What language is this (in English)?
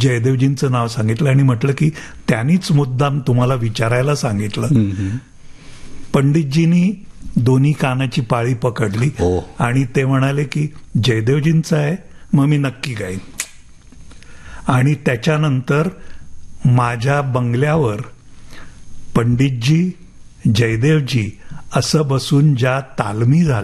Marathi